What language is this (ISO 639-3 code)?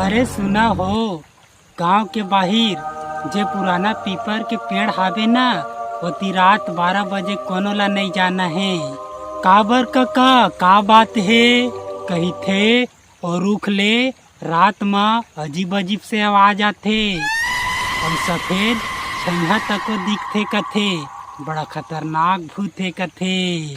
hne